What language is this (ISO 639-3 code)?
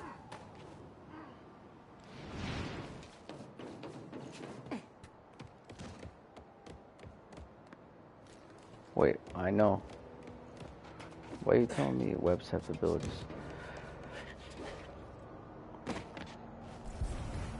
eng